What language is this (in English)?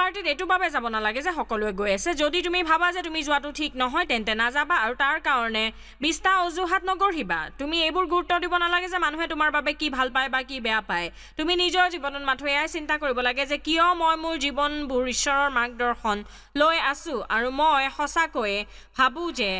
Assamese